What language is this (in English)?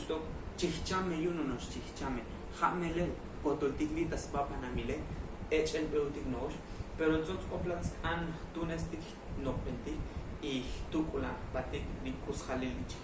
Tzotzil